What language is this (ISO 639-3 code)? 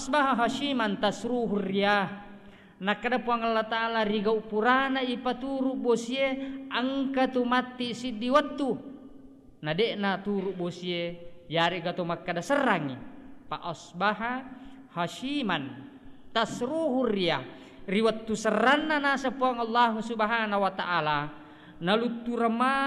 bug